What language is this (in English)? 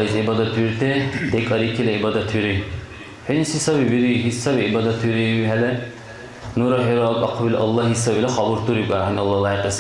Dargwa